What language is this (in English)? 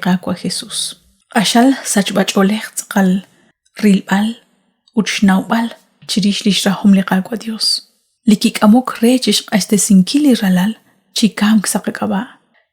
Kekchí